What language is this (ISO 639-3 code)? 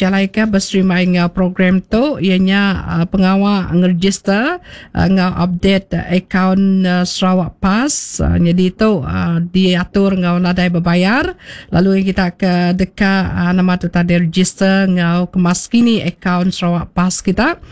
iba